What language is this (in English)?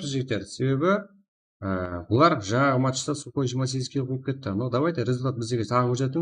Kara-Kalpak